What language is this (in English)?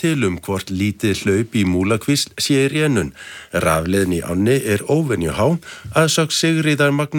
Icelandic